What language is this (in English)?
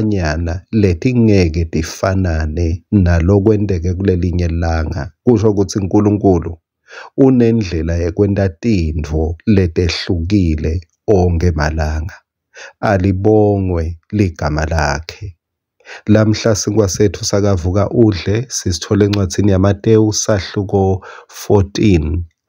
Swati